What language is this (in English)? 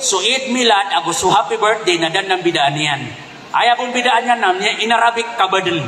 Maranao